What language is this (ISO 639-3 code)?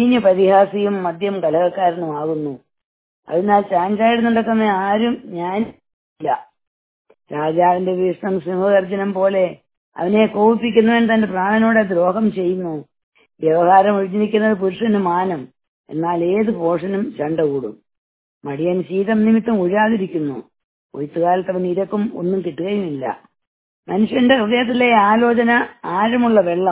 mal